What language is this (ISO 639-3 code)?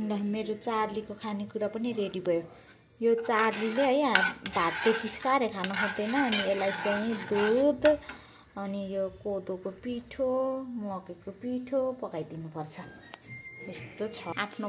nep